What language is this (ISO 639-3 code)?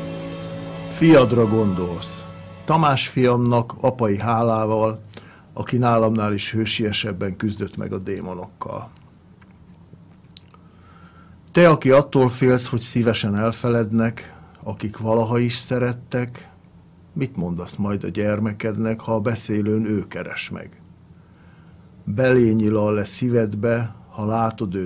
hun